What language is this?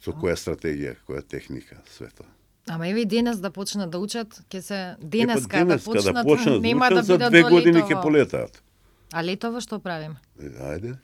Macedonian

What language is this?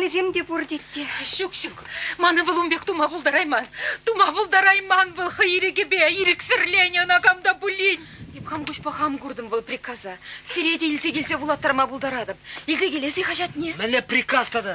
Chuvash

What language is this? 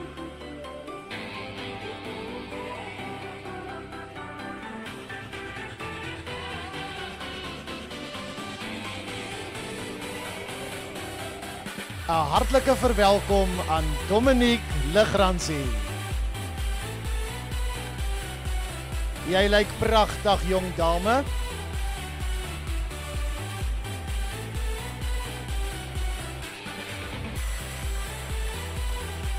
Afrikaans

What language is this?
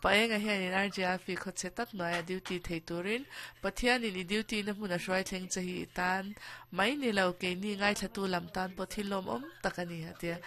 Mizo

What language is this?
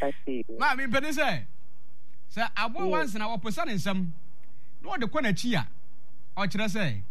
Akan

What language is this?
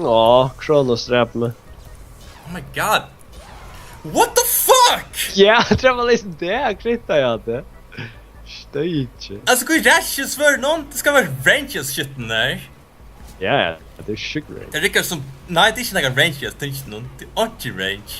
Faroese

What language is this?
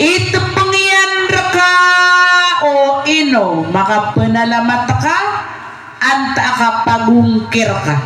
Maranao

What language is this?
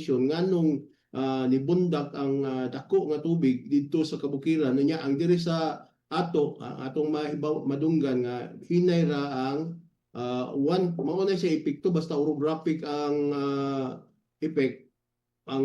Cebuano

